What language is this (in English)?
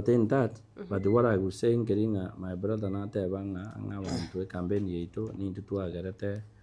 Gusii